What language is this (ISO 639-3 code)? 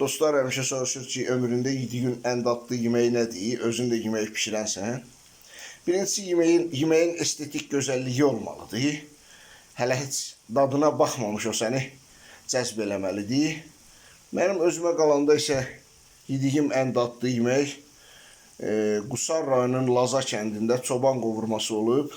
aze